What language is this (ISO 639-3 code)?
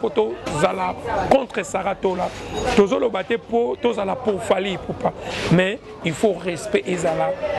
lin